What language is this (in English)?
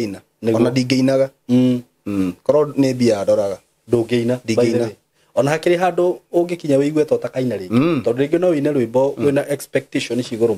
Kikuyu